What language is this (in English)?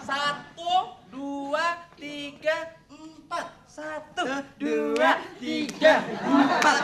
Betawi